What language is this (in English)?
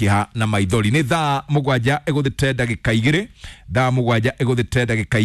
Kikuyu